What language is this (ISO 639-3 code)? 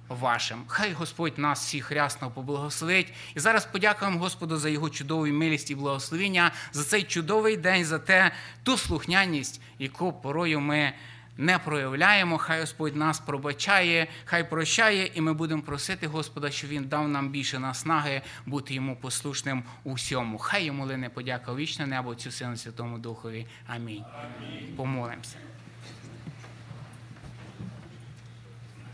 ukr